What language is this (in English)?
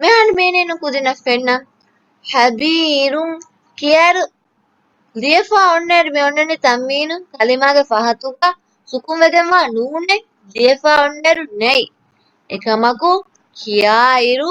Divehi